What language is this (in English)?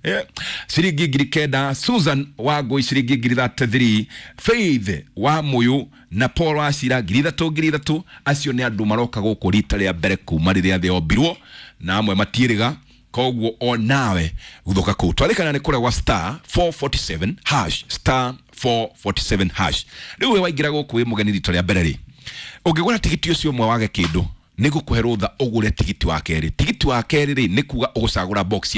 Kikuyu